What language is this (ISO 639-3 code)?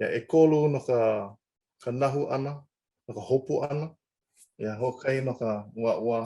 haw